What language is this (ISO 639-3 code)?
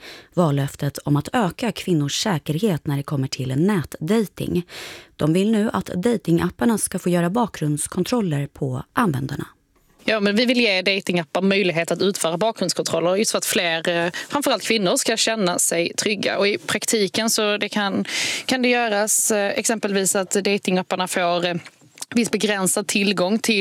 swe